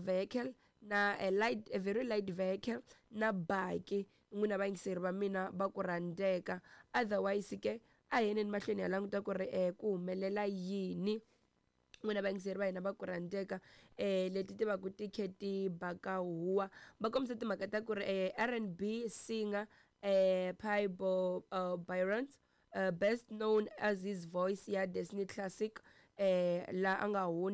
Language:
Tsonga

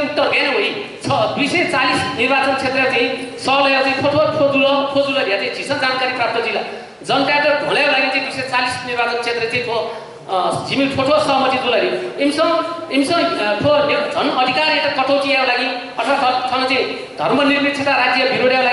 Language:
Newari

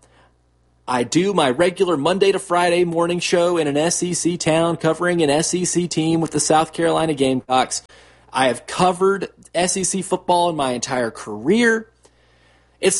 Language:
English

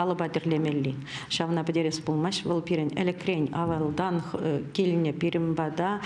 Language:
Chuvash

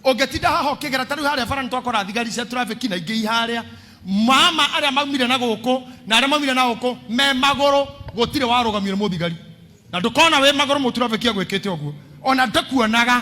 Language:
Kikuyu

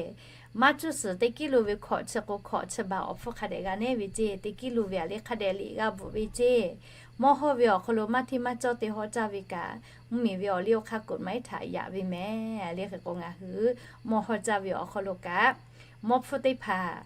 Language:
Lahu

